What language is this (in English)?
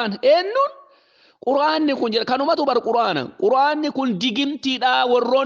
Oromo